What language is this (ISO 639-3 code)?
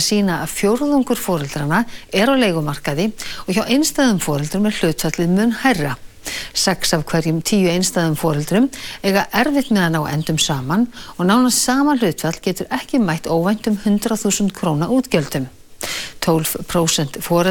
isl